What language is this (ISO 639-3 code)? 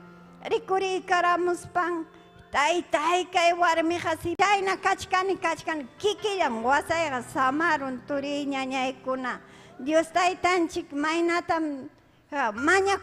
quy